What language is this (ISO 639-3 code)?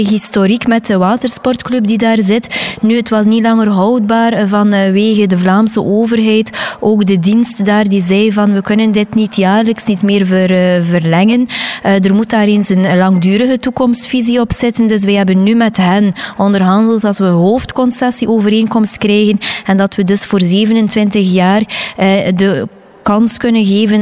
nld